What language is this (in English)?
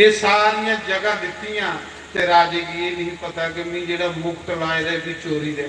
Dogri